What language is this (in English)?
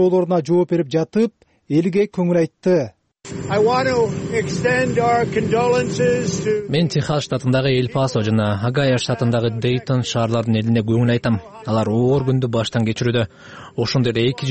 Kyrgyz